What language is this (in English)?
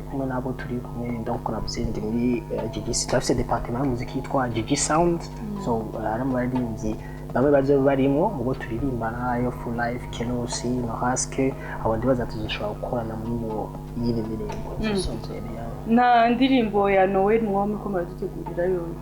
Rundi